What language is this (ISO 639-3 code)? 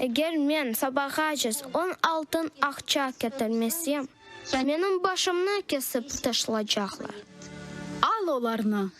crh